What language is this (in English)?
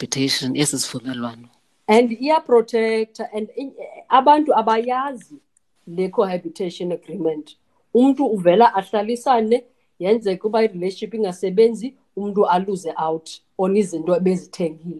Xhosa